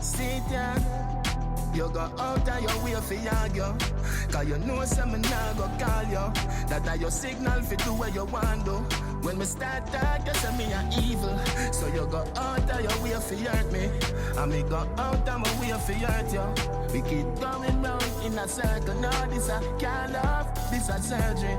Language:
Jamaican Creole English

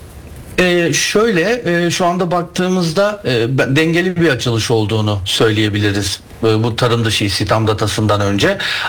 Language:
Turkish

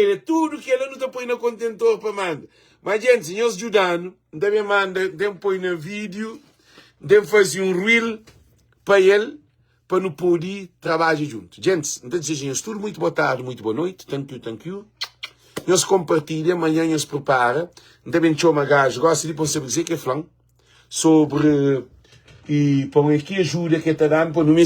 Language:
Kabuverdianu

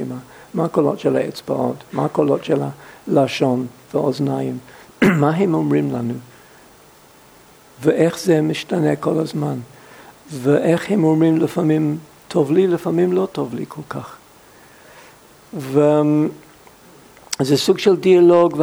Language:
Hebrew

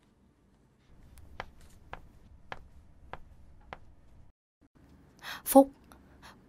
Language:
Vietnamese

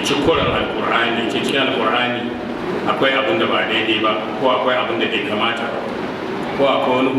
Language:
Hausa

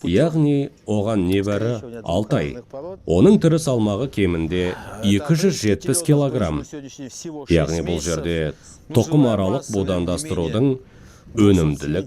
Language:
Kazakh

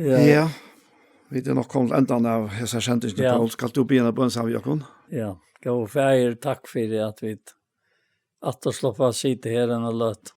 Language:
Faroese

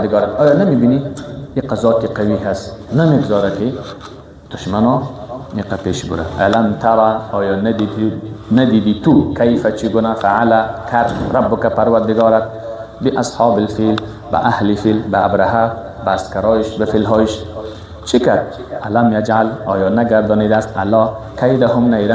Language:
Persian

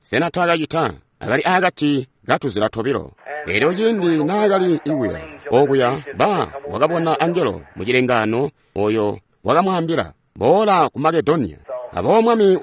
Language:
Tonga (Zambia)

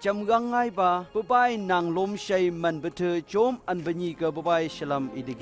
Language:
Phom Naga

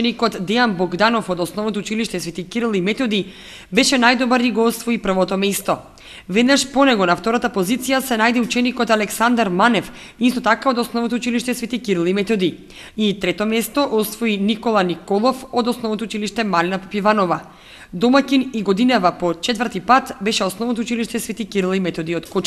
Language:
Macedonian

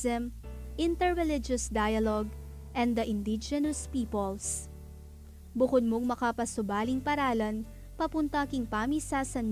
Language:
Pampanga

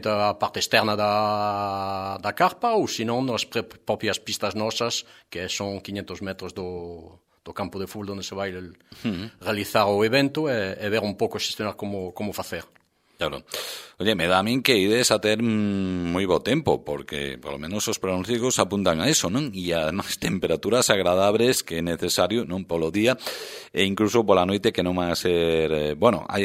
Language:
Galician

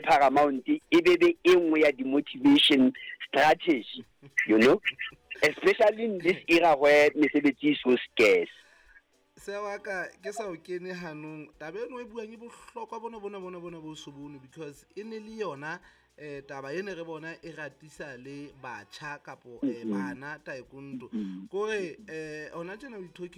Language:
Southern Sotho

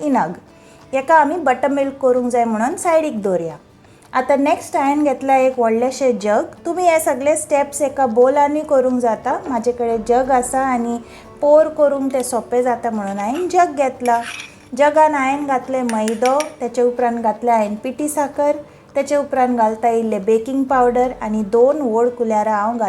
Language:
Konkani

